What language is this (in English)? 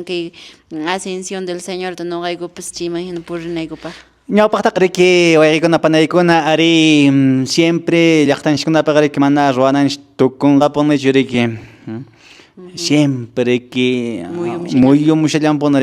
Quechua